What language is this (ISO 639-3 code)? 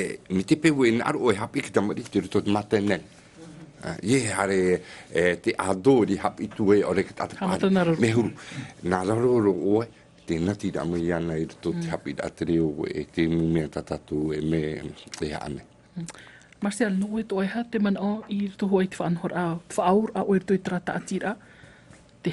tah